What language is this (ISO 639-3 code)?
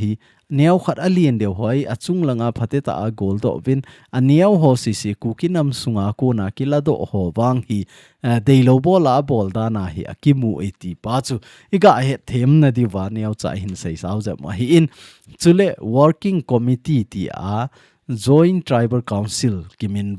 tcz